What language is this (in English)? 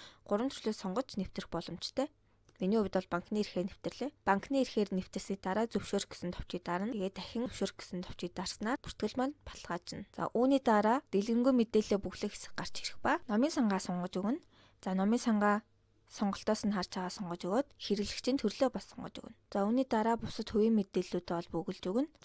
Mongolian